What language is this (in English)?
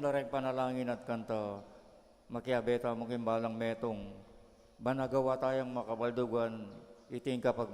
Pampanga